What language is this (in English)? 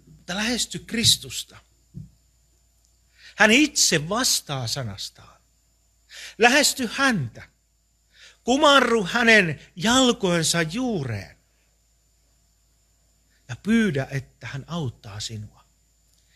Finnish